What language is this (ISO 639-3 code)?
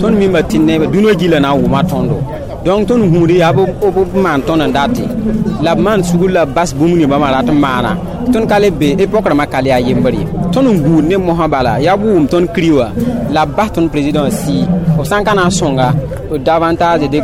mos